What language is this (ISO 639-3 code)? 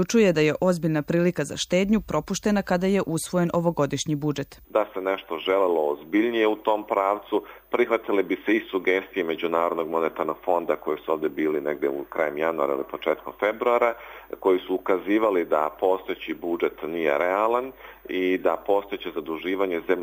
srp